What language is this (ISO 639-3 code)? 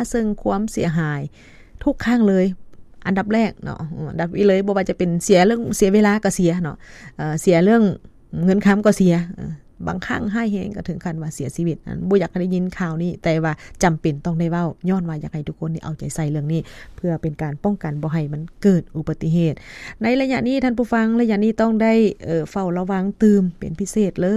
lao